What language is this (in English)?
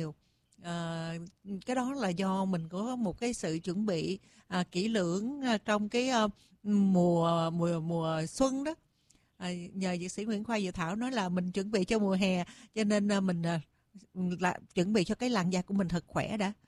Vietnamese